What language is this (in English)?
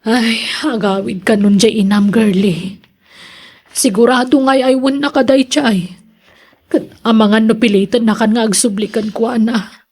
Iloko